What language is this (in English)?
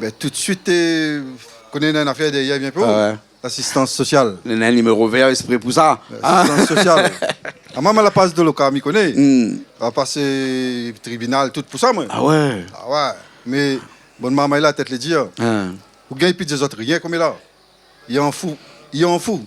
Réunion Creole French